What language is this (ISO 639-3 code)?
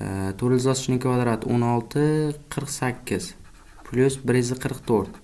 uzb